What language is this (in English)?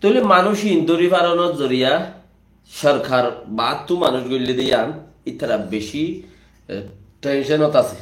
Rohingya